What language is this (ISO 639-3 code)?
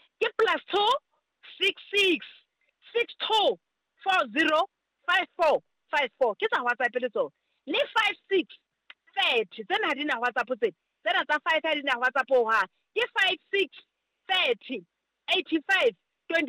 sot